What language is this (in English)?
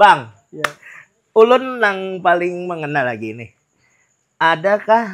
Banjar